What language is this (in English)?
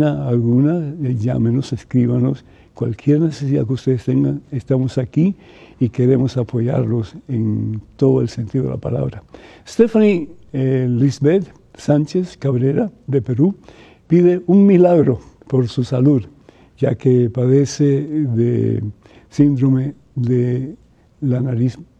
Spanish